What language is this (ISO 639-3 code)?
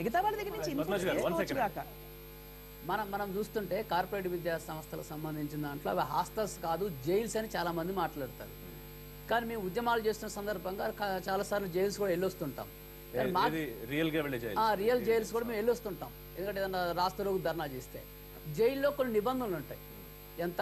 tel